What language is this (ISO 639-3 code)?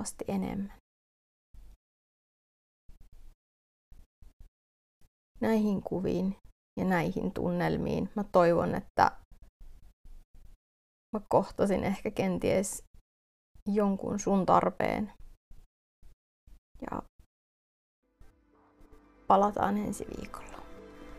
fin